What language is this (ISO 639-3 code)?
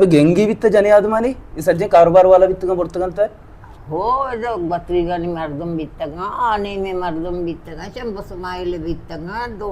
bal